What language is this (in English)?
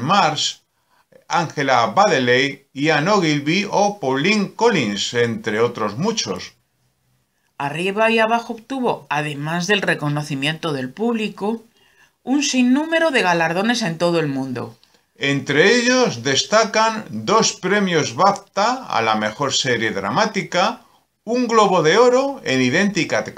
Spanish